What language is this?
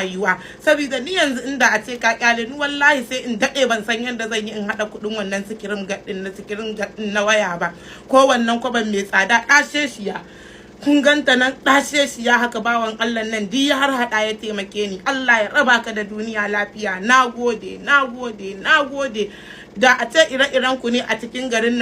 Hausa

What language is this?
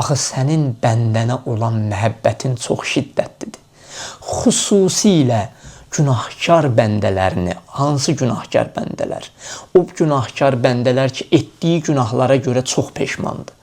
Azerbaijani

